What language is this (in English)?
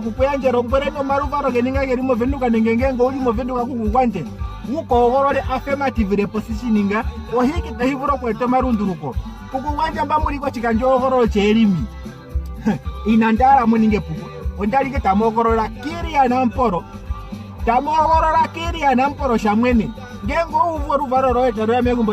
Ndonga